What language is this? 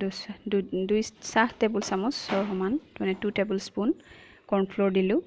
Assamese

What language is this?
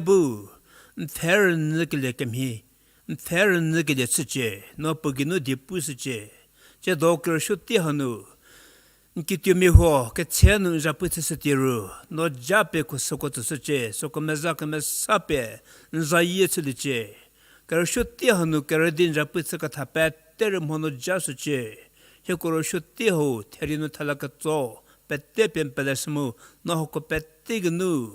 Angami Naga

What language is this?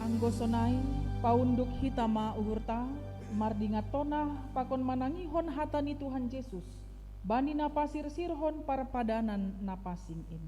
Batak Simalungun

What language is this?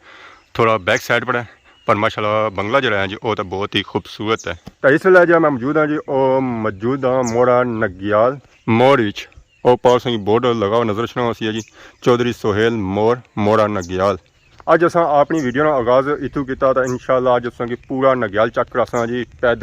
Pahari-Potwari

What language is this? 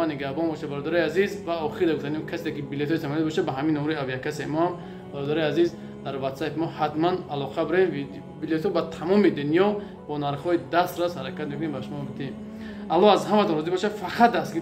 Tajik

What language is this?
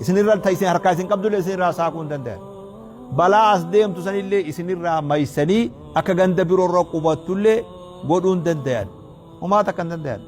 Oromo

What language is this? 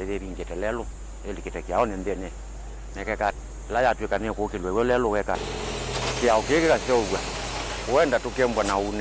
Kamba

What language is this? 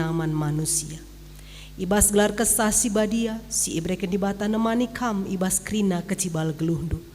Batak Karo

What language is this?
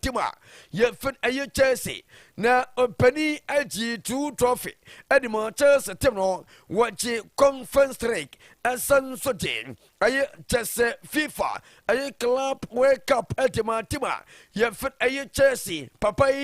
Akan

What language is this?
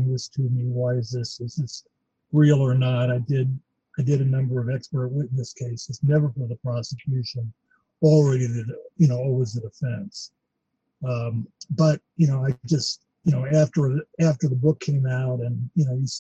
English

